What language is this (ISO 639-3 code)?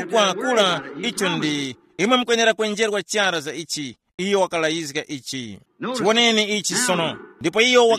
tum